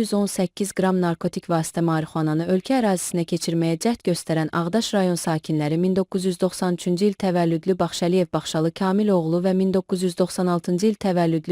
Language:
Azerbaijani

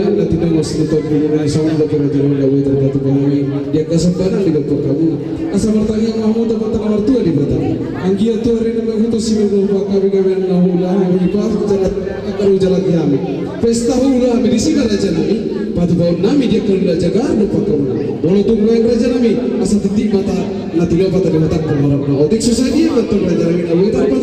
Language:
Batak Toba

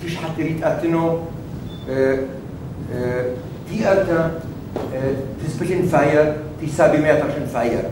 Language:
Adyghe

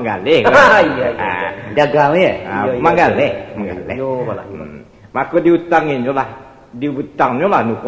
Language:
Minangkabau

